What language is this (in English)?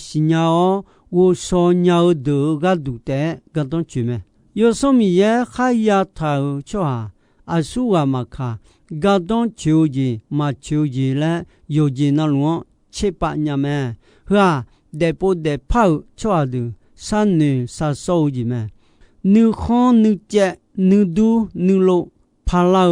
Akha